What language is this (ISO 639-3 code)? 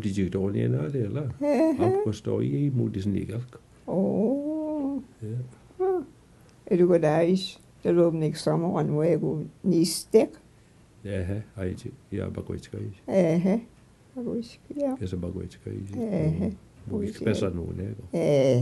mic